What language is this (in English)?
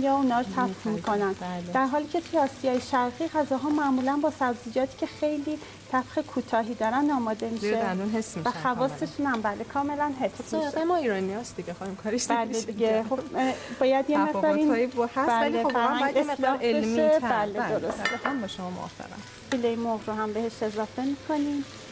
Persian